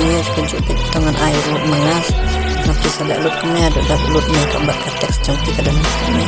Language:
Khasi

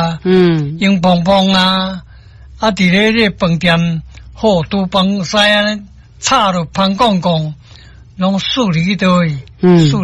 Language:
Min Nan Chinese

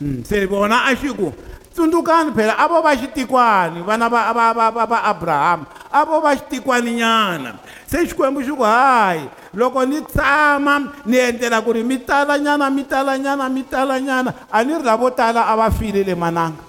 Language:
Tsonga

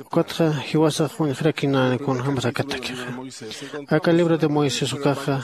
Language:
Aymara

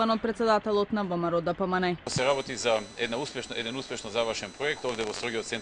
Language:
Macedonian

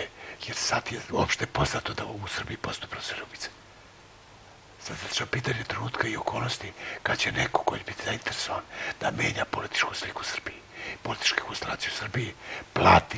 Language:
Serbian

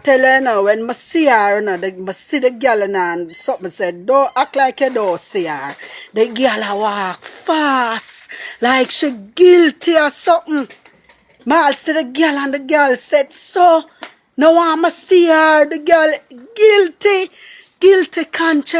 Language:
Jamaican Creole English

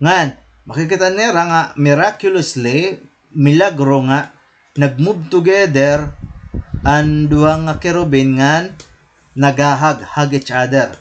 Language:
Waray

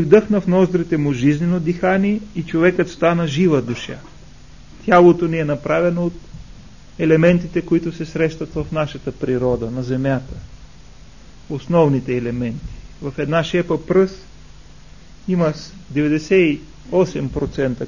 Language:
Bulgarian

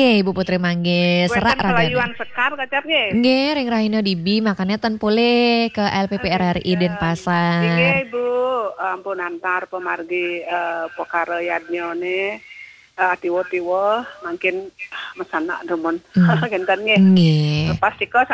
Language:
Balinese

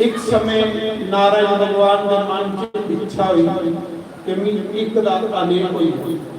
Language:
Dogri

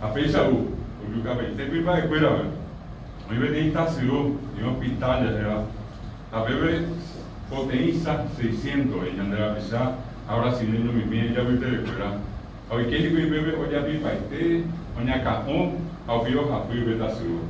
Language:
Guarani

